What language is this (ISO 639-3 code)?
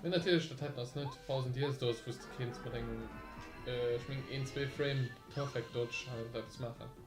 ltz